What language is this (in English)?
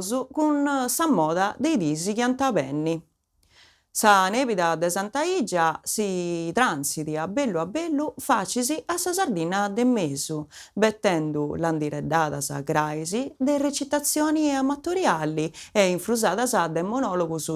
Sardinian